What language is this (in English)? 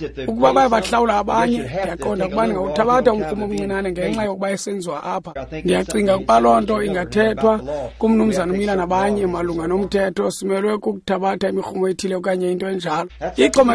Xhosa